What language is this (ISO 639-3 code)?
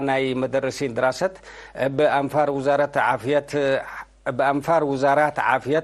tig